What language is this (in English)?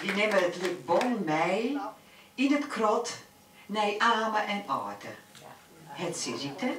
Western Frisian